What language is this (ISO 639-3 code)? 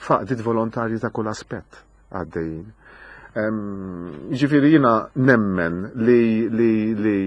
mlt